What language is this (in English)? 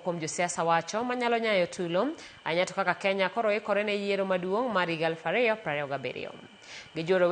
Luo (Kenya and Tanzania)